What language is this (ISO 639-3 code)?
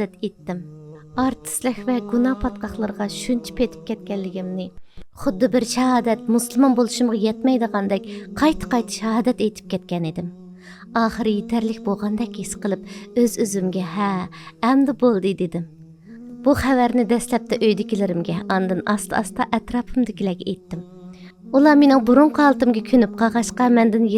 uig